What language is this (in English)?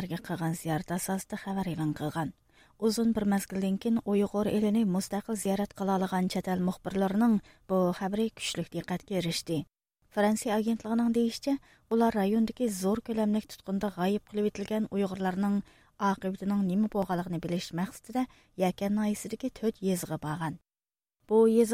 Uyghur